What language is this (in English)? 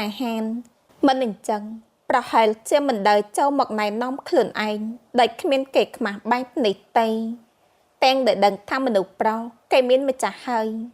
Khmer